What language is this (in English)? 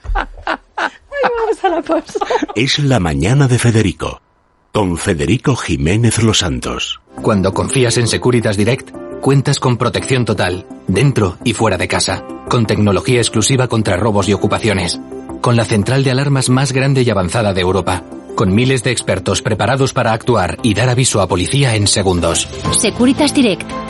Spanish